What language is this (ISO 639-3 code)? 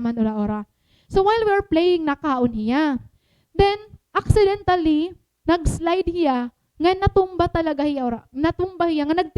war